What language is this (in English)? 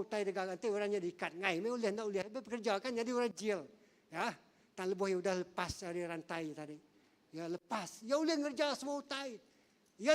Iban